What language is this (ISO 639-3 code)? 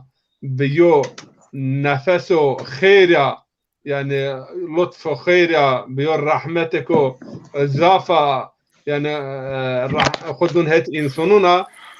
zza